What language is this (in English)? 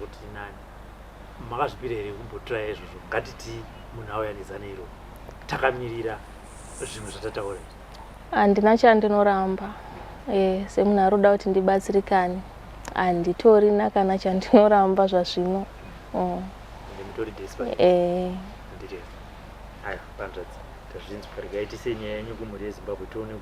Shona